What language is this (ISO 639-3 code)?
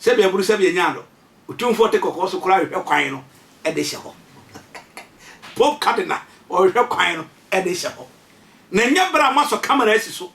aka